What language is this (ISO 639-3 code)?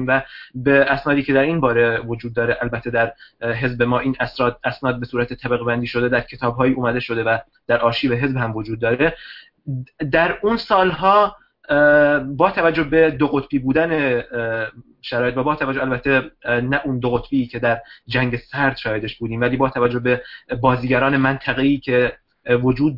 fas